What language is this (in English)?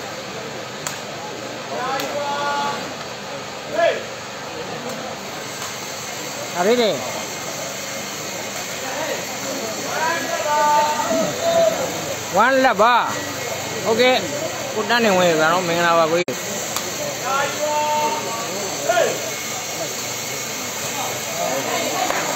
Burmese